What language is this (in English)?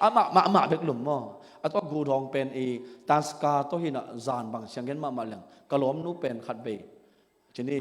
Tedim Chin